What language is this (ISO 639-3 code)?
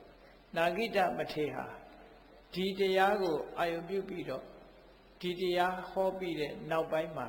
mya